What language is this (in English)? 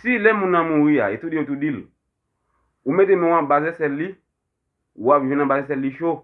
Haitian Creole